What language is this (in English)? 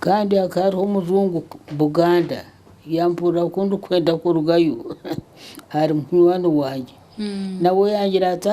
Nyankole